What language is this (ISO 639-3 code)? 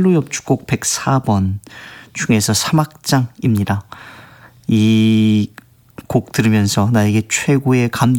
kor